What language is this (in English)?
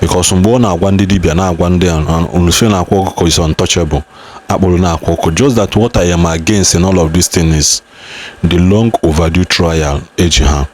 Igbo